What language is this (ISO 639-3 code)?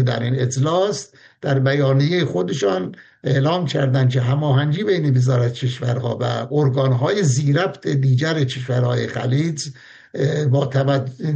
fas